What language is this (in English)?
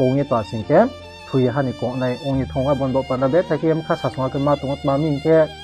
Riang (India)